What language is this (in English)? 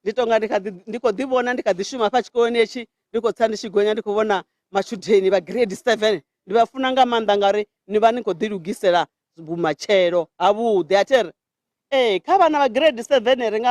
Venda